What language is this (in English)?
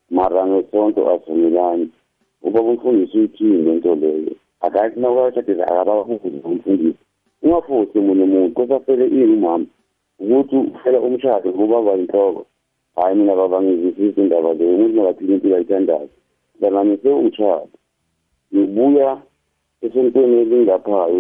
South Ndebele